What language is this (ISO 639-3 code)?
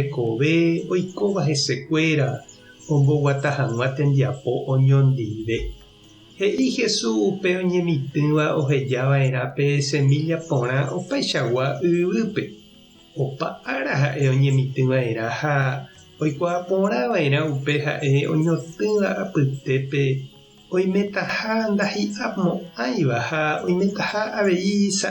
grn